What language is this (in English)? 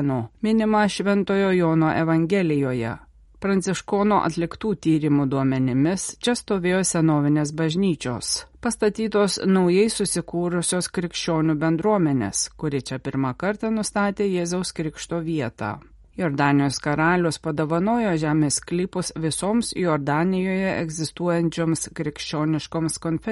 Lithuanian